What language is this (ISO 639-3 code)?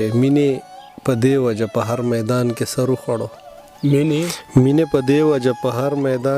pus